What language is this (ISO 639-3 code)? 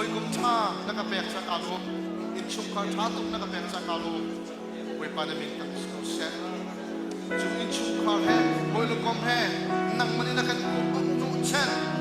cnh